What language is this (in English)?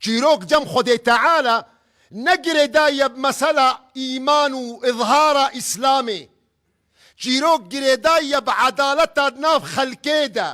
Kurdish